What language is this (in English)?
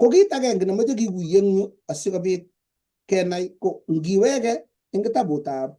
Kalenjin